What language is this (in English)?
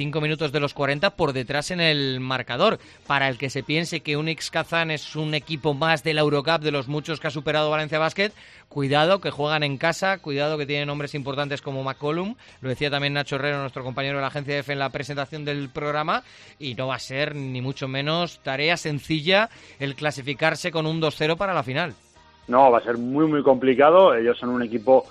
Spanish